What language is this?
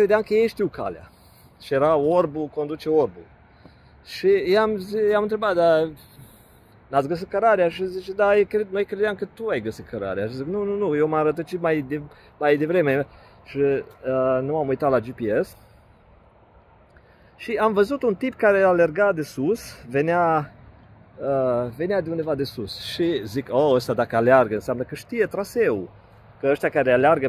Romanian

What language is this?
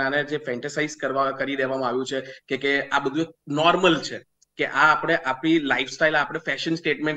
Gujarati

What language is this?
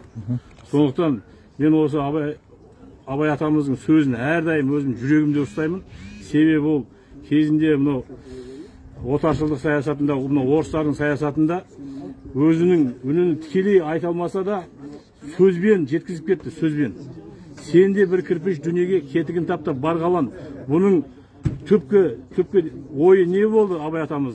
Kazakh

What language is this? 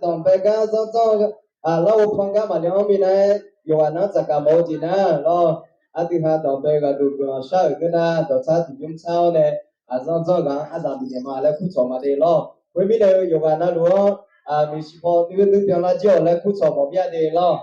Akha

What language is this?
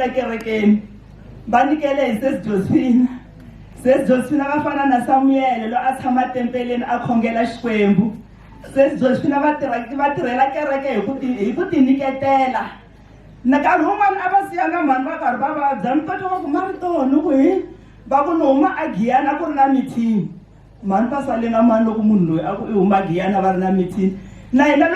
Tsonga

